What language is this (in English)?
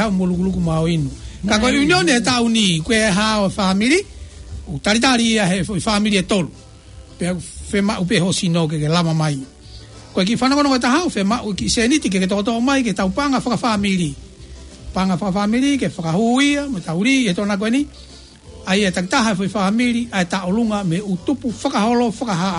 Tongan